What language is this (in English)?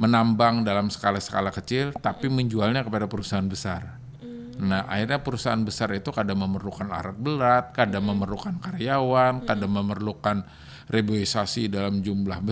Banjar